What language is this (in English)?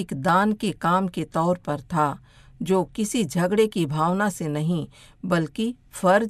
Hindi